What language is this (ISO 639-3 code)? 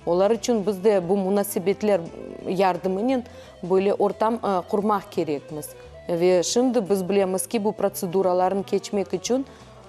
crh